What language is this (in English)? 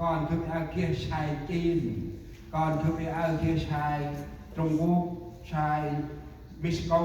Central Mnong